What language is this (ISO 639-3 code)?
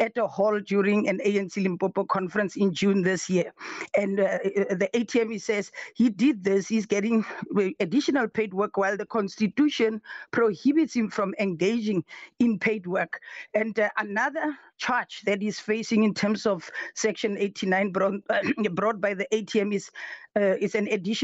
eng